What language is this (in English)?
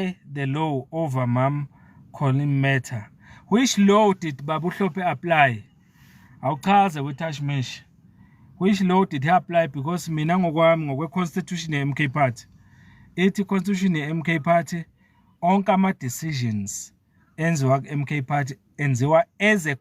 Zulu